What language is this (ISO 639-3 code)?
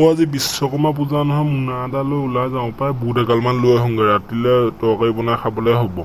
asm